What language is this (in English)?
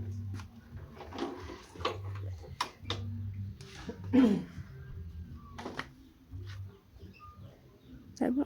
Northeastern Thai